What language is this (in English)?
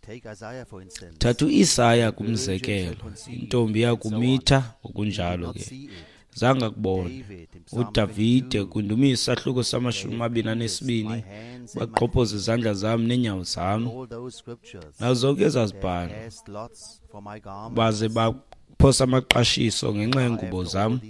Xhosa